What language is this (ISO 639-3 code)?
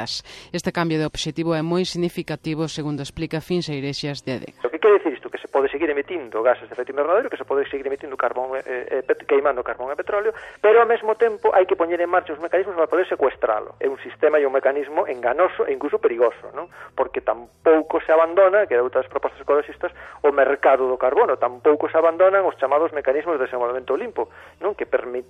glg